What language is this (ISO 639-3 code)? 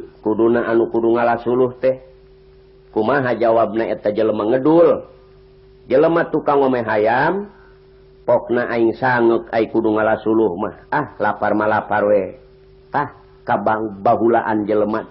sun